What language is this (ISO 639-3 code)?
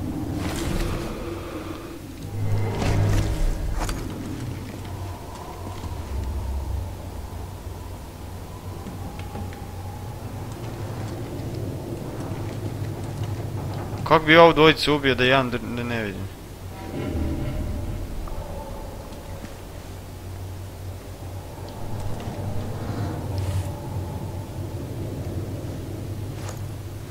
hrv